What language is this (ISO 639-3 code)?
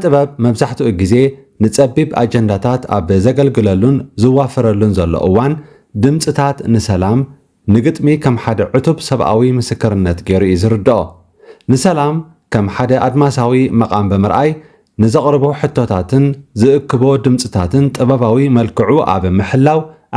tir